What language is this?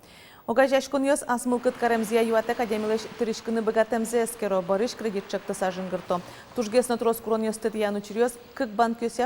Udmurt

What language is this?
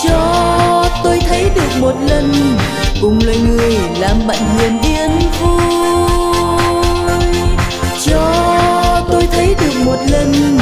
Vietnamese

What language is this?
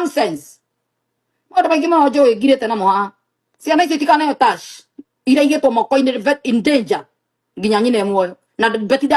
Kikuyu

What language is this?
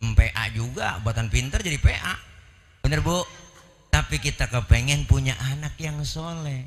Betawi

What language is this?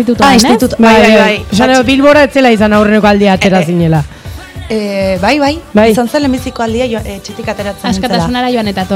Basque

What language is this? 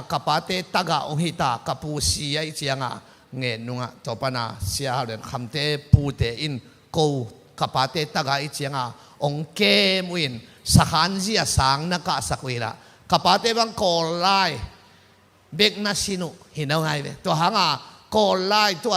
Tedim Chin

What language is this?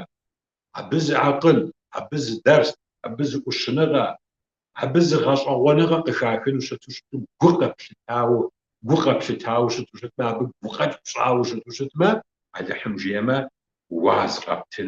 Kabardian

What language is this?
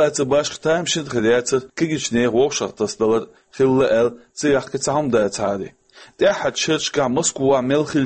Chechen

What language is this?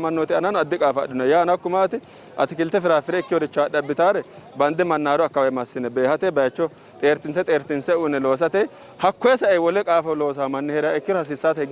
Sidamo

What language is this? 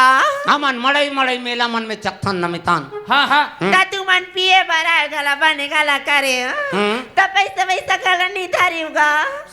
Chhattisgarhi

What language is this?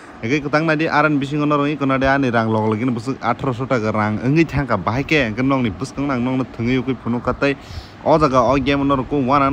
Kok Borok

